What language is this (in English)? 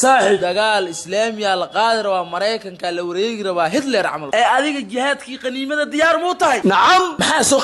Somali